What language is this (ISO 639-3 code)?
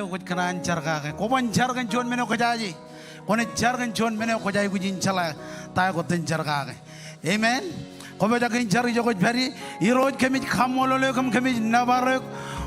mah